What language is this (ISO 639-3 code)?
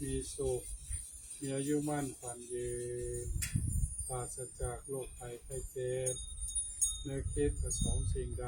pli